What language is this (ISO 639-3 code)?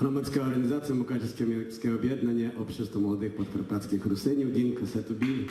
rue